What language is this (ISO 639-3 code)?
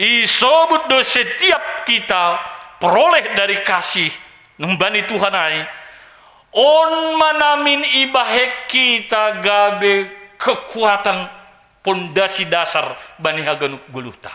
bts